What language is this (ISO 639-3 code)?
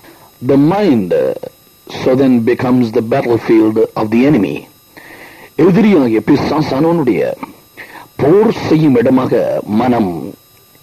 tam